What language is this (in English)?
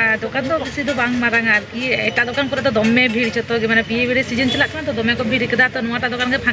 Santali